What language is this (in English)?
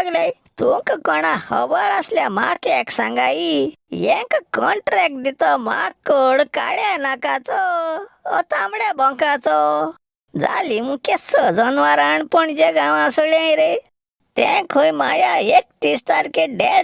Konkani